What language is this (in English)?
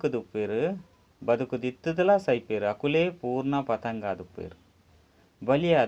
Tulu